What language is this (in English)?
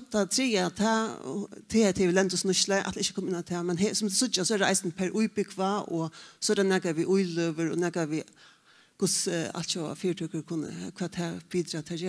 Faroese